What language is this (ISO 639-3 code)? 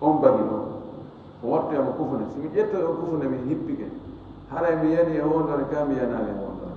ful